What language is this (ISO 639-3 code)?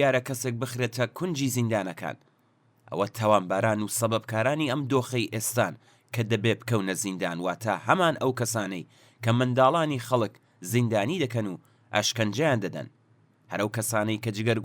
ckb